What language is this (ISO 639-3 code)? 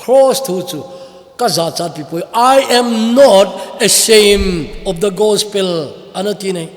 tcz